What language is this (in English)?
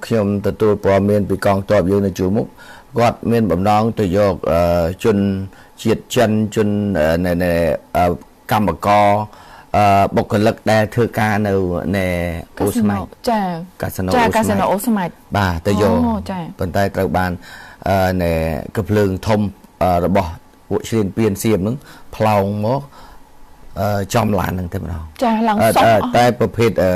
Khmer